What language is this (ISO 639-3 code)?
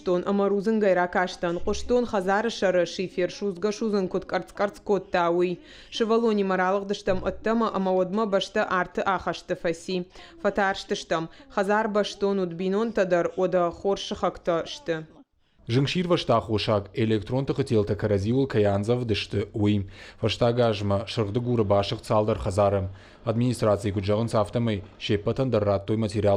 oss